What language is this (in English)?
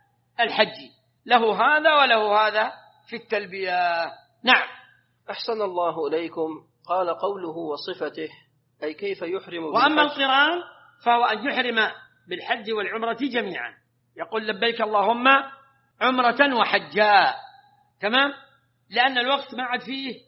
Arabic